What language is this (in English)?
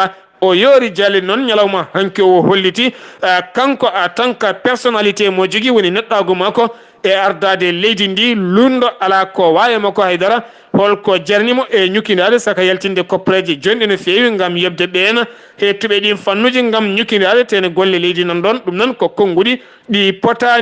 Fula